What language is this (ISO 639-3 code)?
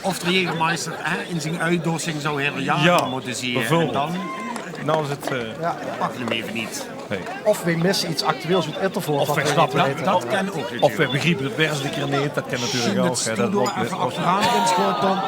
lim